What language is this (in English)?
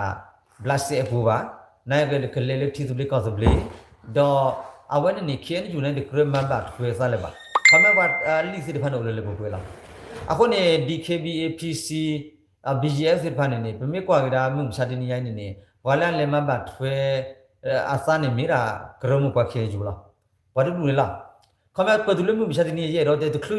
S'gaw Karen